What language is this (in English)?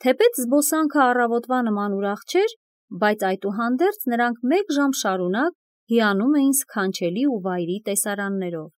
Armenian